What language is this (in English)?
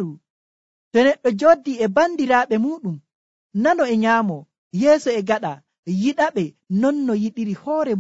Nigerian Fulfulde